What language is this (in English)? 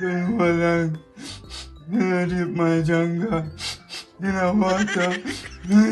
Jamaican Creole English